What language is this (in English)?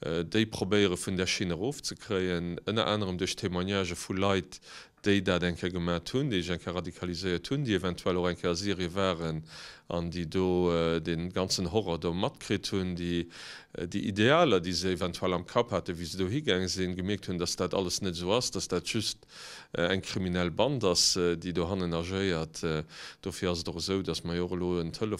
Luxembourgish